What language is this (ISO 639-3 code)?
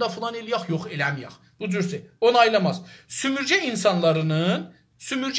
azb